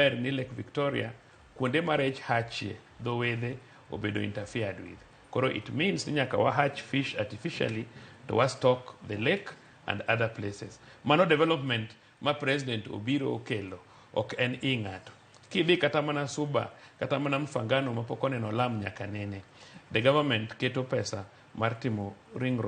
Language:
Luo (Kenya and Tanzania)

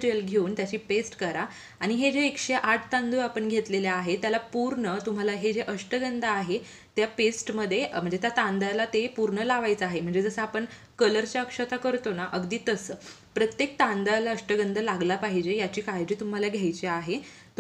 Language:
Marathi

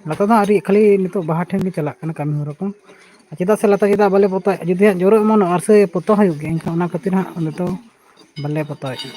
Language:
Santali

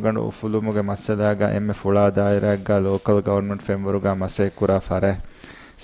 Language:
Divehi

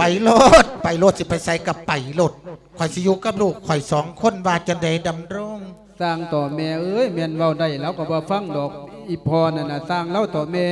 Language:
Lao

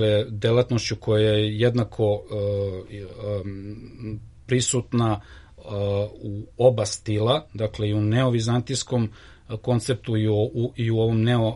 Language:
Serbian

